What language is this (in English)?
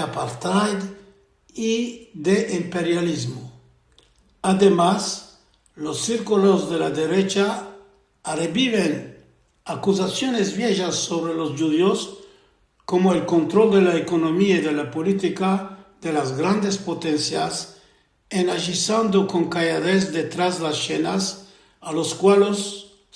Ladino